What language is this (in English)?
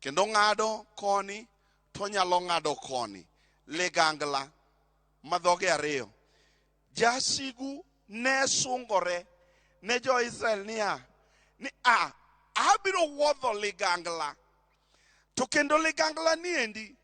Luo (Kenya and Tanzania)